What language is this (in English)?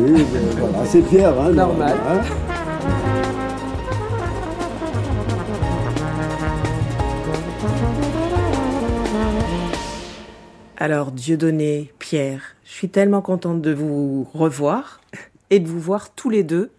French